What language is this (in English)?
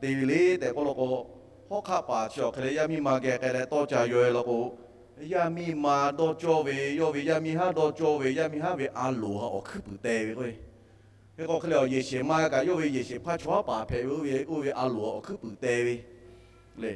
Lahu